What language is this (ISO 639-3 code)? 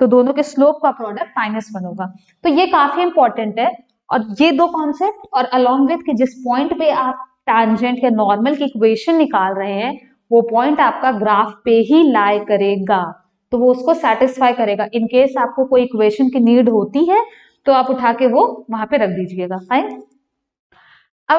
hin